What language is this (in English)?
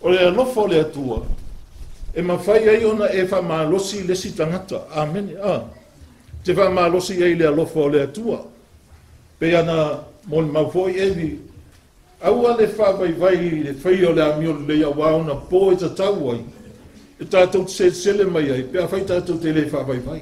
Samoan